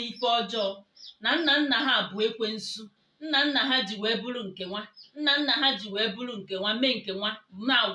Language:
Igbo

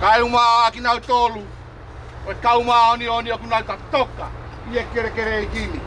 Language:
Tongan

